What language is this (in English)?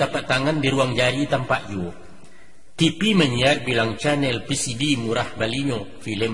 Minangkabau